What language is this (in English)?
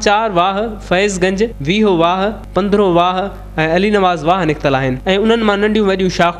Sindhi